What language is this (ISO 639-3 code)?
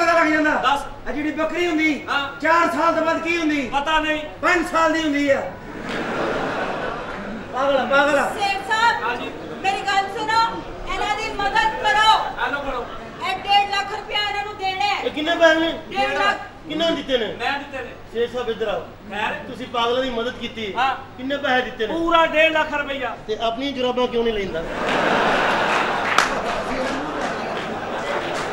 pan